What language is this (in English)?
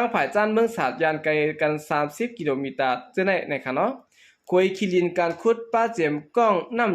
Shan